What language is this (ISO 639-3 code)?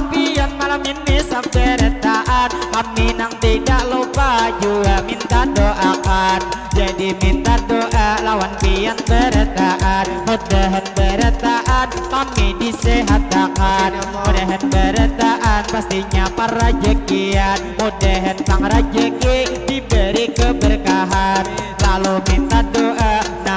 bjn